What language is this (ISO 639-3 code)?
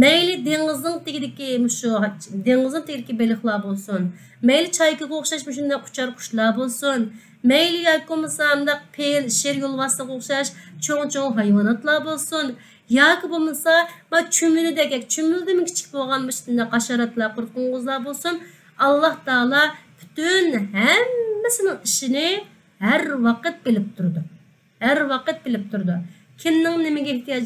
uig